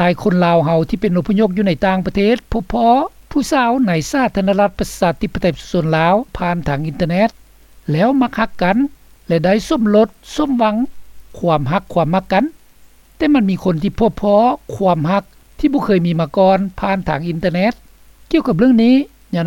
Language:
Lao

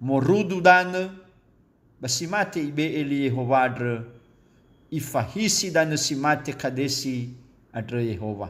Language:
Nias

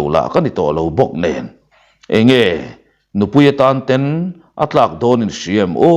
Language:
Mizo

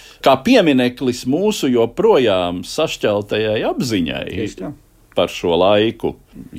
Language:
Latvian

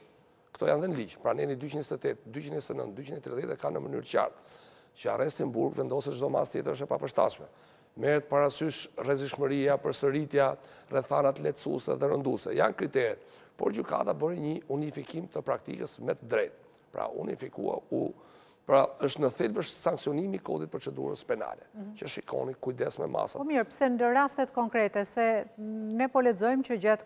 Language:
Albanian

